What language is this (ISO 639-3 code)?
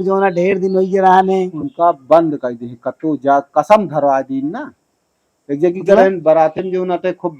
awa